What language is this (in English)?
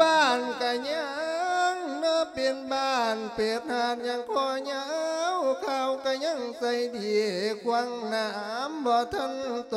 Lao